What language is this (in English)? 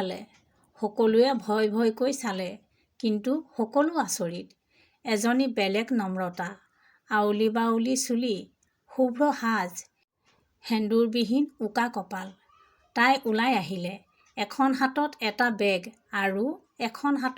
Assamese